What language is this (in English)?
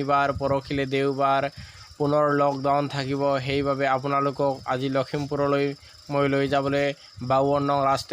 Assamese